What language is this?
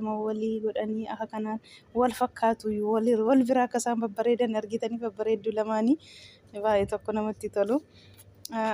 Oromo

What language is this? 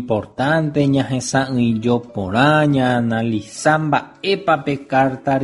Guarani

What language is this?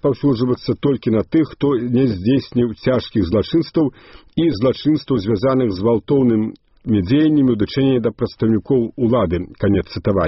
Belarusian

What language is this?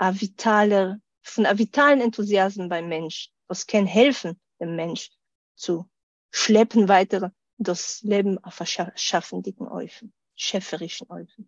Yiddish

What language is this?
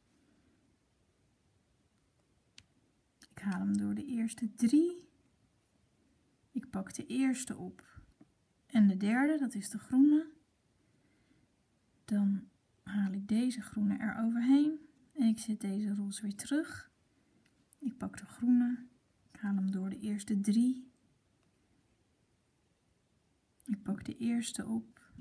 Dutch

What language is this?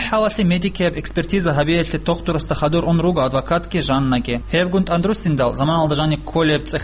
Avaric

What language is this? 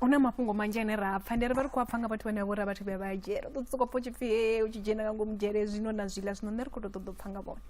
Venda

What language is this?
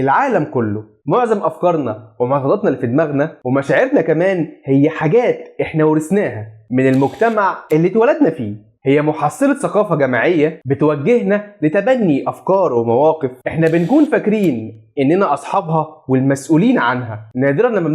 Egyptian Arabic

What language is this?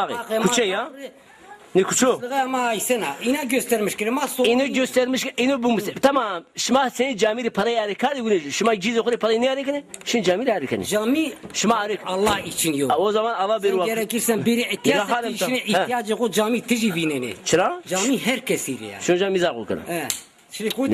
Zaza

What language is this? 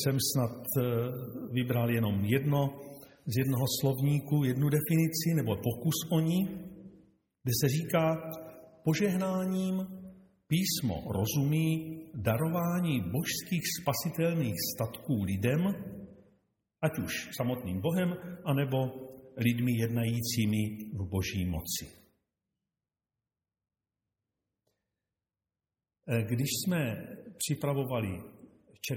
Czech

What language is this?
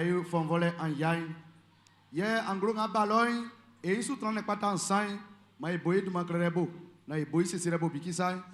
Baoulé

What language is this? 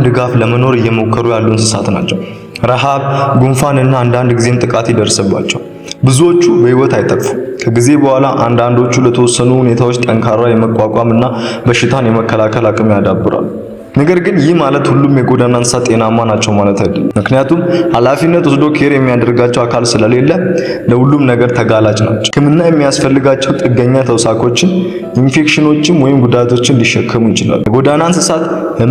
Amharic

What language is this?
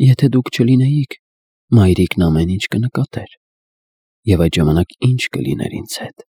Armenian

